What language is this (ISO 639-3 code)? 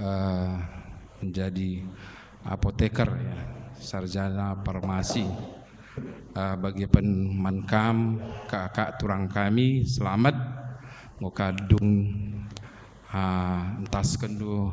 btx